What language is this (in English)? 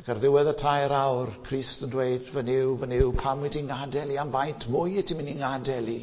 Welsh